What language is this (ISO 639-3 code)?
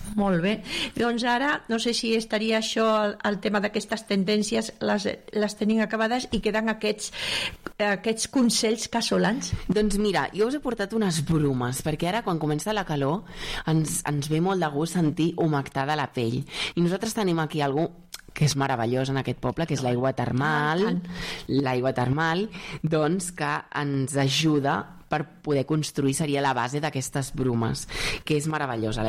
cat